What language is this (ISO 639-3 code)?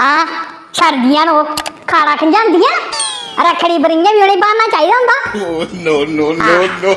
doi